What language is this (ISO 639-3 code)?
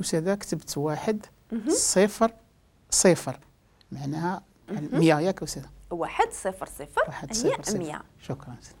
ary